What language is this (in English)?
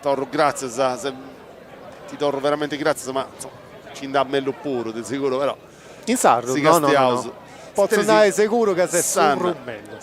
Sardinian